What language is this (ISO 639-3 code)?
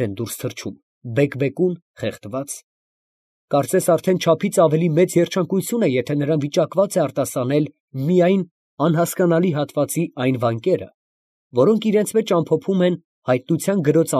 hye